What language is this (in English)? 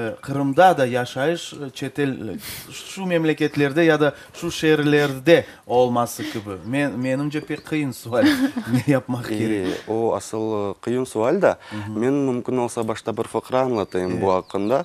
Crimean Tatar